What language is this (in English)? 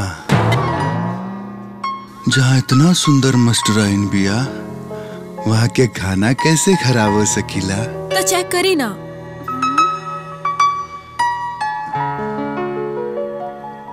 Bhojpuri